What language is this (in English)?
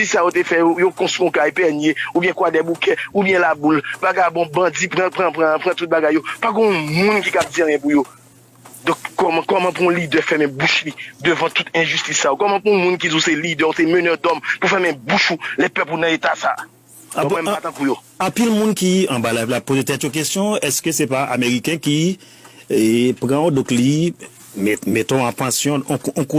Haitian Creole